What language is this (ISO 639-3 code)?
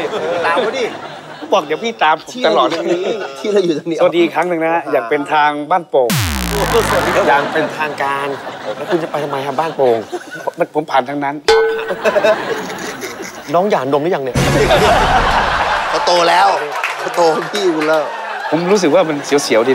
tha